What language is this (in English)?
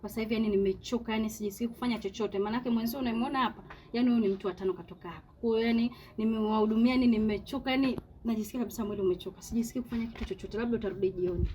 Swahili